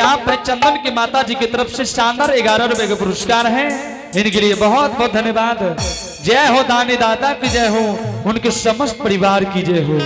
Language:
Angika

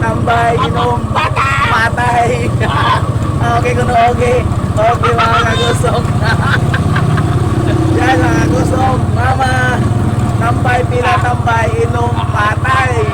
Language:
Surigaonon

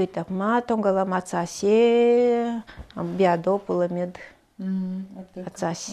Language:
Nanai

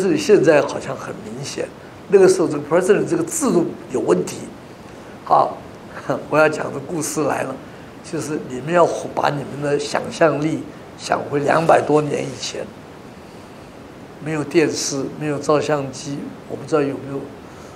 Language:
Chinese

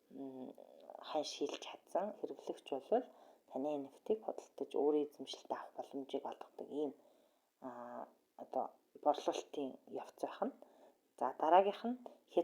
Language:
Mongolian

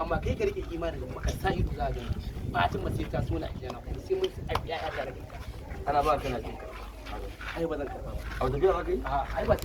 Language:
Hausa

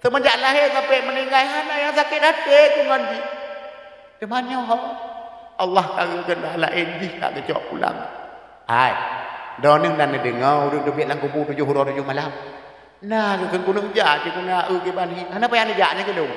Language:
Achinese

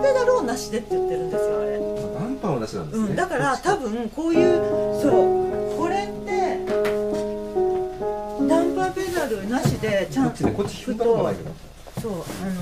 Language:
Japanese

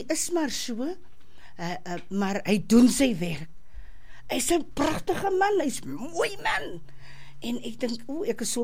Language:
Afrikaans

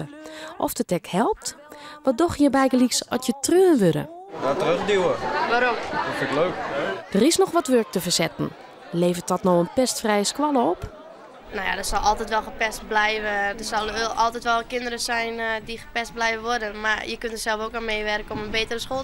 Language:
Western Frisian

